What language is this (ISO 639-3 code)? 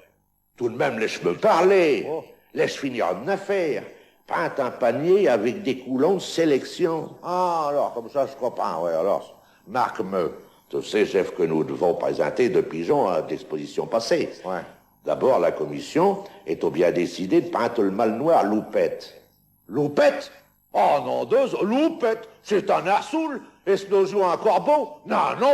pcd